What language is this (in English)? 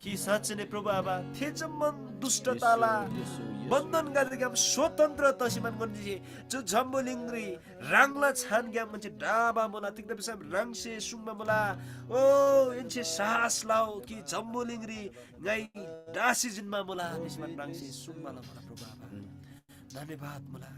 Eastern Tamang